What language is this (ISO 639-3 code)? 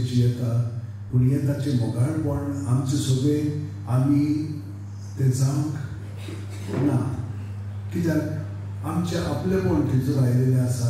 kok